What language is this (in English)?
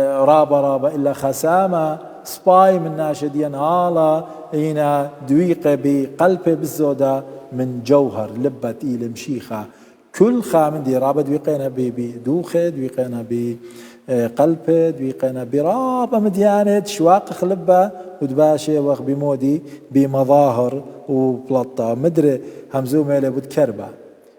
Assyrian Neo-Aramaic